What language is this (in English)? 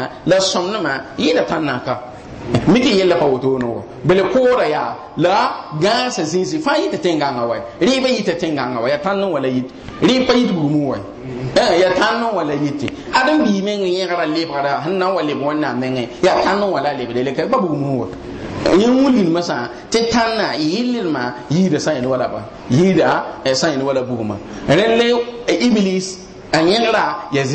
Mossi